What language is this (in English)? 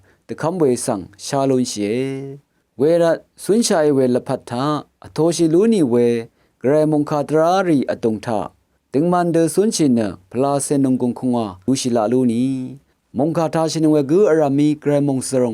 Rawang